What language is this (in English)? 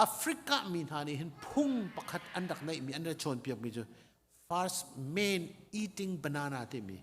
Hakha Chin